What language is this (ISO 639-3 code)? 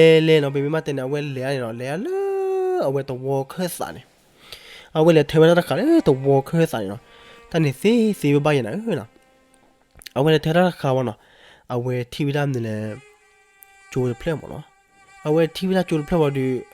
ksw